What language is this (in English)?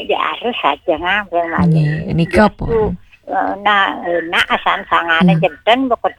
Balinese